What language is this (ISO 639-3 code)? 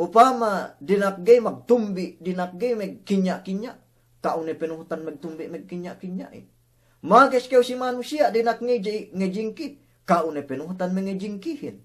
yka